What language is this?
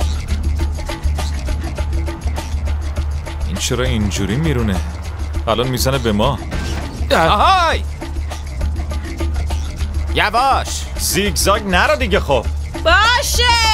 Persian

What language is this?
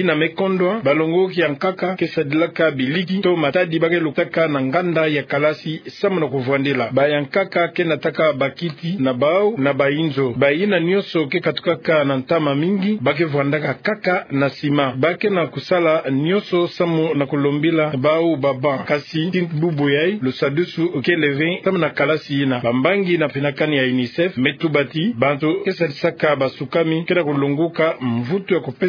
Kituba (Democratic Republic of Congo)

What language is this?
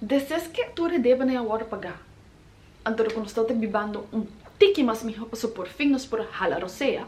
Papiamento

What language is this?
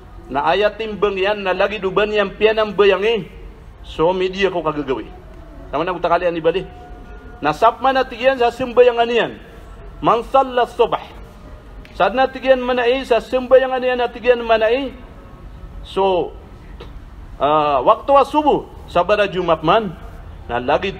Maranao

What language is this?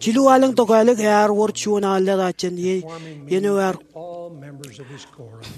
Marshallese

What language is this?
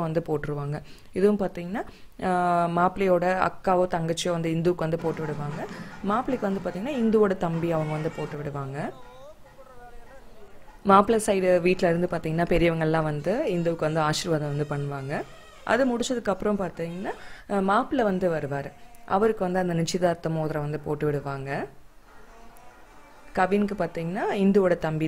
Tamil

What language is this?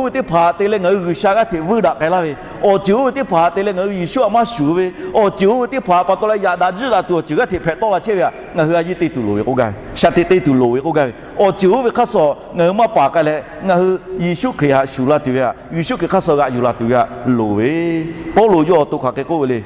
Lahu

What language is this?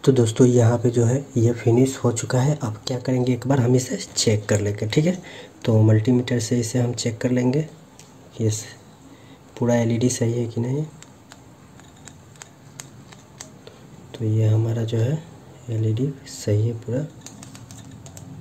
Hindi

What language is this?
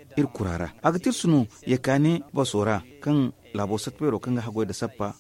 Zarma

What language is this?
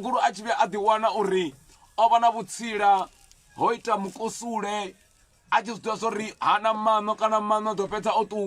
Venda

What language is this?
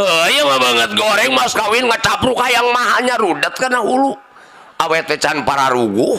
Sundanese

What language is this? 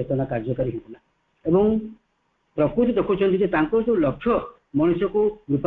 Odia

